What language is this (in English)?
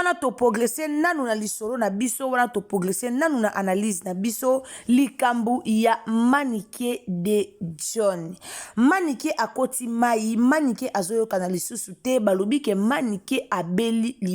Lingala